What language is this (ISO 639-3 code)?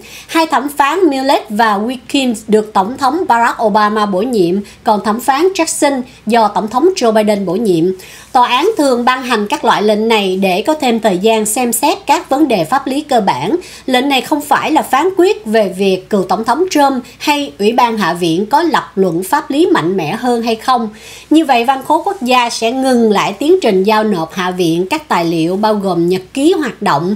vie